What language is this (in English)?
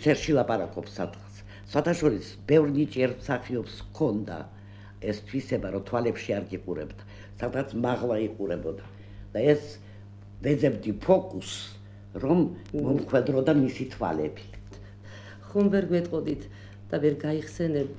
Georgian